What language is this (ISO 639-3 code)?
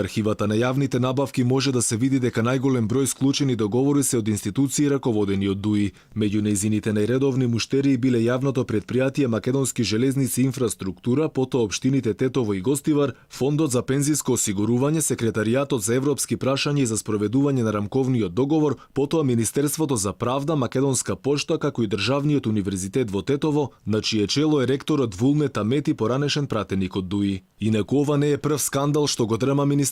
mkd